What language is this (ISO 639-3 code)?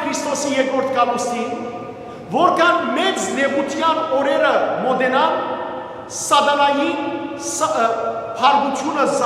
hyw